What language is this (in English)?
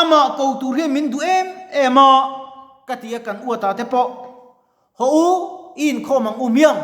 Mizo